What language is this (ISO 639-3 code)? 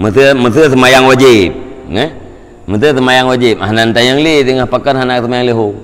ace